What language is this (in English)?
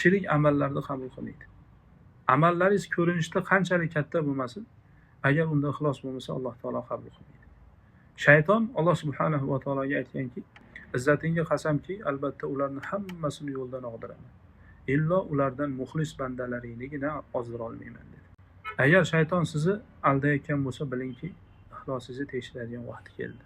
Uzbek